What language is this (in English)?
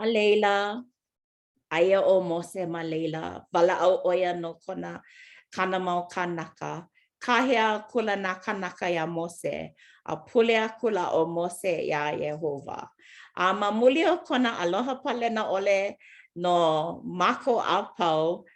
Hawaiian